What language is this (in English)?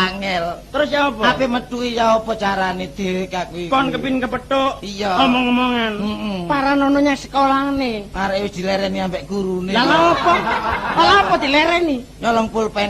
Javanese